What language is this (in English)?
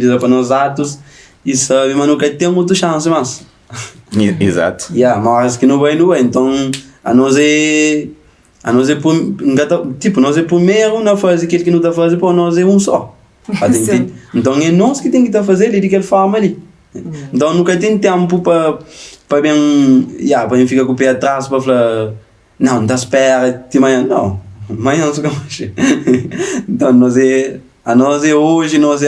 Kabuverdianu